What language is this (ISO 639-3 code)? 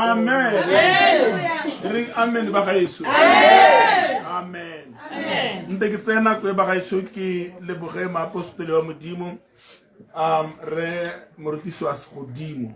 tsn